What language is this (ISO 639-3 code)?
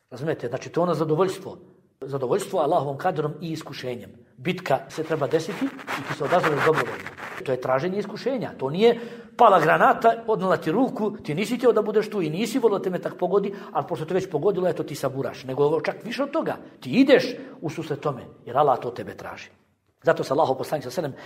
bos